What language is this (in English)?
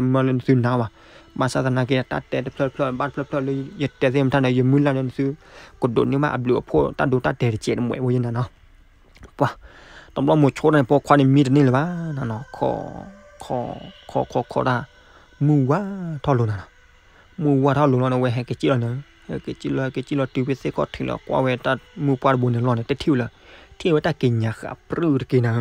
S'gaw Karen